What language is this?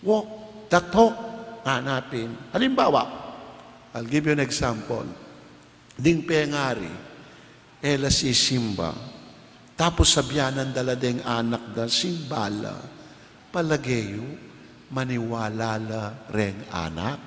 Pampanga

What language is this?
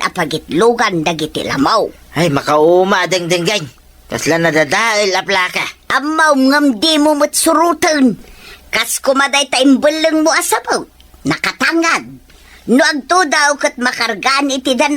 Iloko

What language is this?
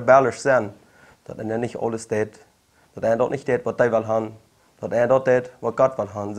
Plautdietsch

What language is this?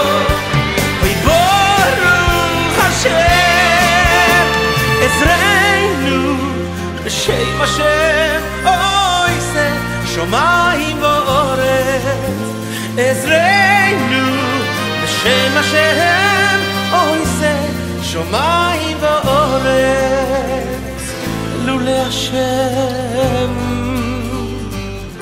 Hebrew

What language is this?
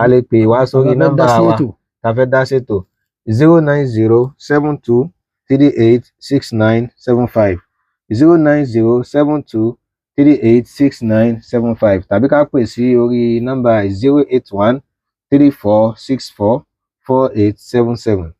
Yoruba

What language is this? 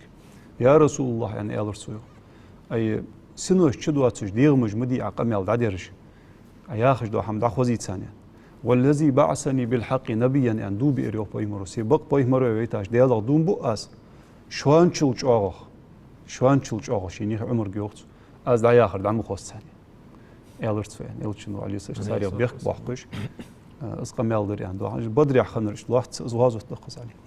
Ingush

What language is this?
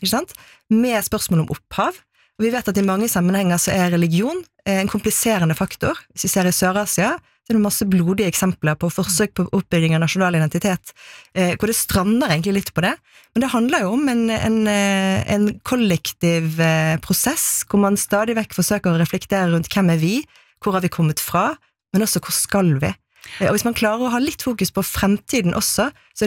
Norwegian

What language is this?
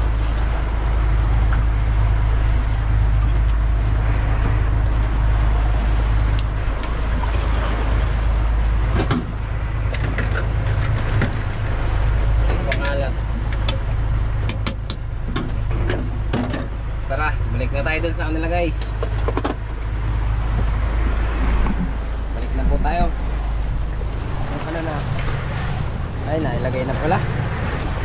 Filipino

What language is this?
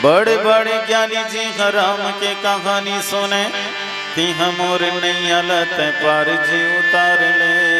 Chhattisgarhi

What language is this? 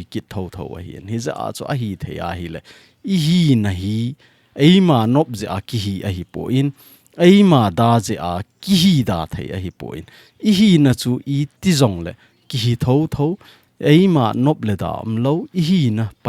Thado Chin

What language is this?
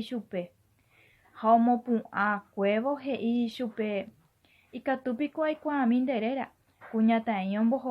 Guarani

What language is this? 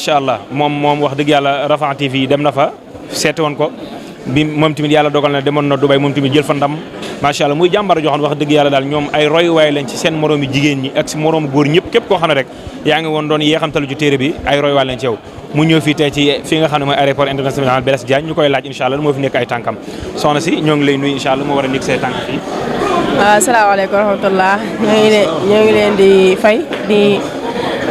Wolof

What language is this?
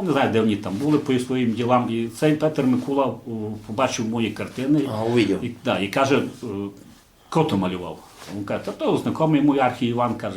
Rusyn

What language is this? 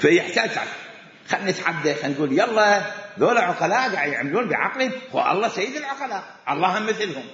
Mesopotamian Arabic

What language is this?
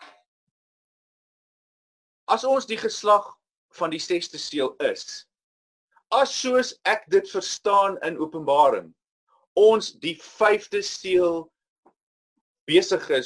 Afrikaans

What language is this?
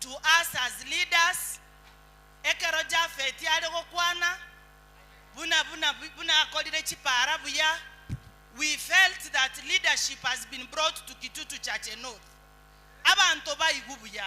Gusii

